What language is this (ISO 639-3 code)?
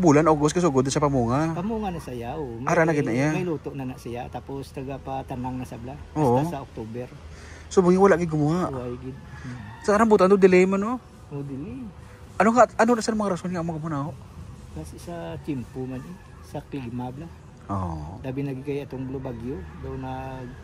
hil